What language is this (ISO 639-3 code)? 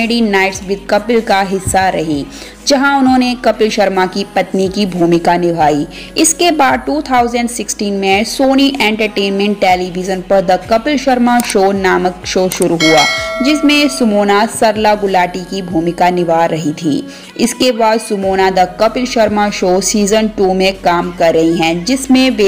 hin